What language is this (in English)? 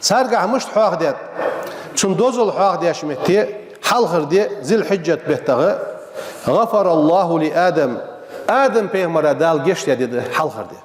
Ingush